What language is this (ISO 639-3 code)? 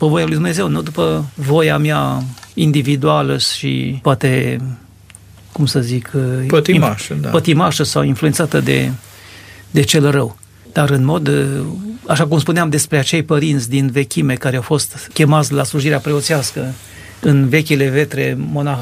ron